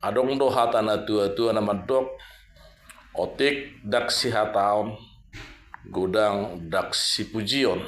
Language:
Batak Toba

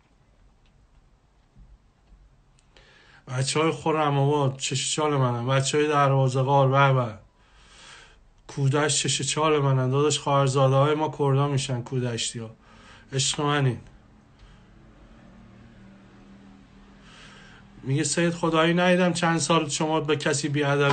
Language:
Persian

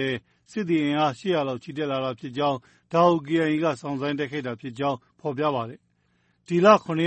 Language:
Burmese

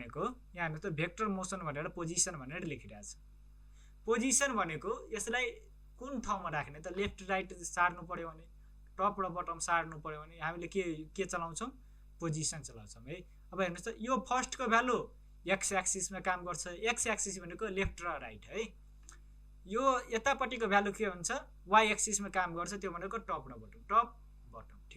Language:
Nepali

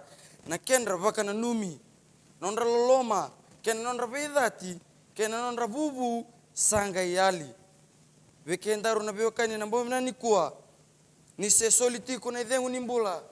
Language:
Fijian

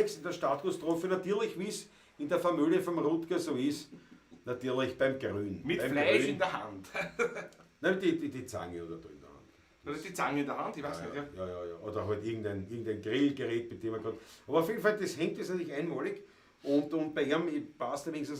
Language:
Bavarian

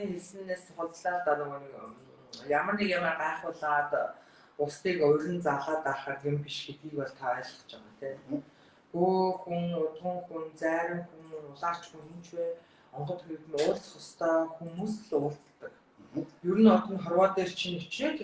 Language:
Mongolian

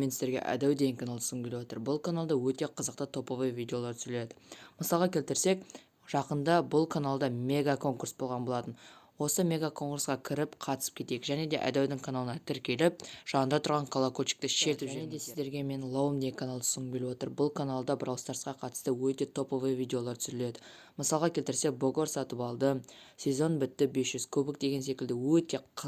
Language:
Kazakh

